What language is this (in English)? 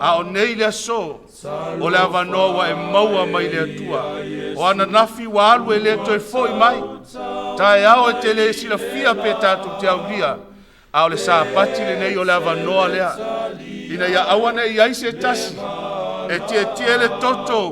Samoan